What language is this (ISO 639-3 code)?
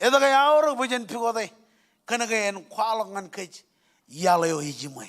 mah